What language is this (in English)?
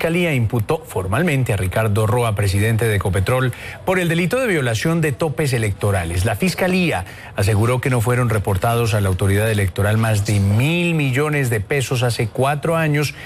Spanish